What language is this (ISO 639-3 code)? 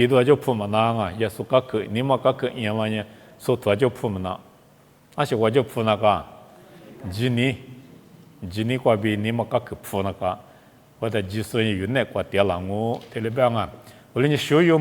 lis